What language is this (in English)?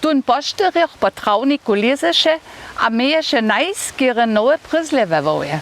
Upper Sorbian